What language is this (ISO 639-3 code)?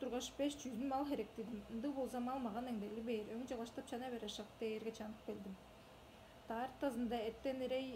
tyv